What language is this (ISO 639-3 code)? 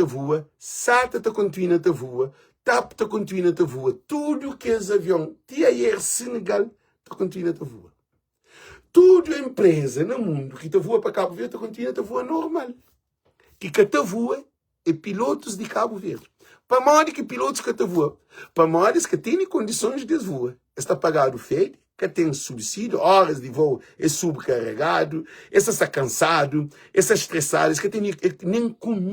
kea